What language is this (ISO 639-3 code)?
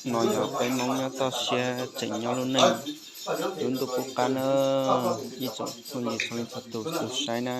hmn